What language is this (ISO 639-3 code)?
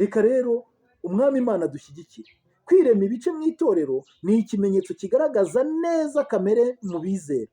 kin